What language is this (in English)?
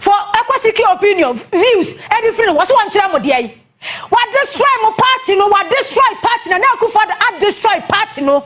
Akan